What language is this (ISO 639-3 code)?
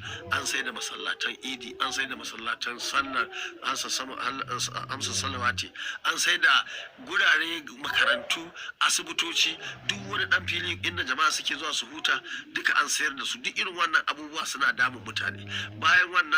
hau